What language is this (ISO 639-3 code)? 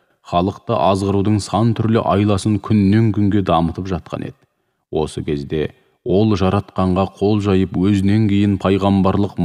kaz